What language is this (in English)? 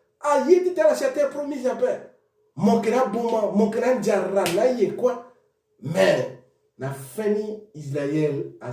Sango